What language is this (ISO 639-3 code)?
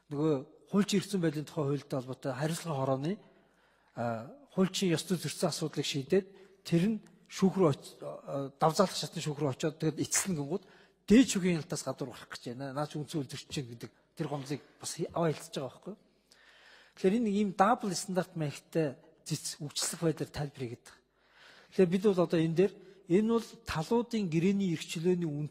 mon